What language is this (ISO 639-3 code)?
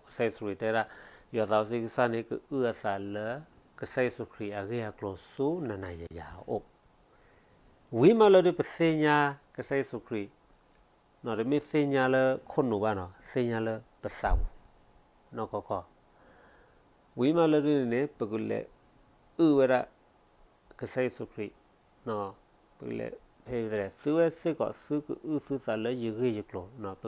ksw